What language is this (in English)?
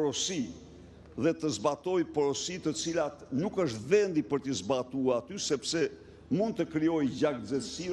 Albanian